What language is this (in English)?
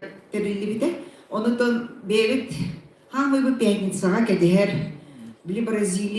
Yakut